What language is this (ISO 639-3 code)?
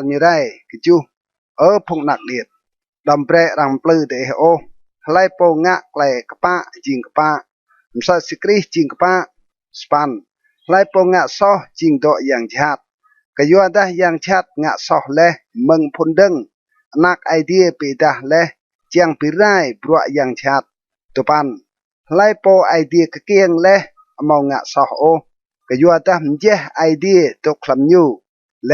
rad